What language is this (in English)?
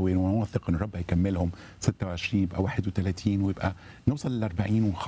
Egyptian Arabic